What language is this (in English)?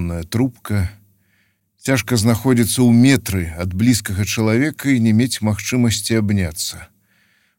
Belarusian